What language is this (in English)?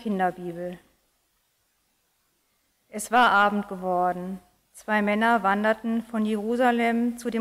German